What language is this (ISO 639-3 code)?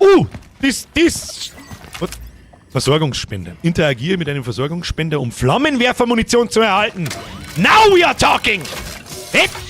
bar